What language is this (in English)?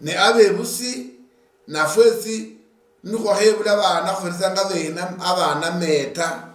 Luyia